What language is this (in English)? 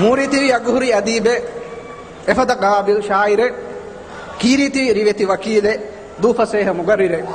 Divehi